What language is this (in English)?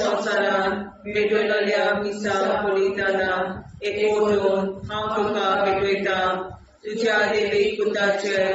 Konkani